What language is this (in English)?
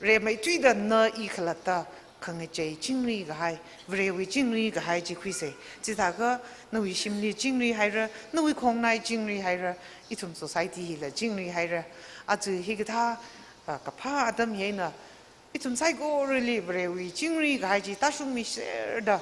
Tangkhul Naga (India)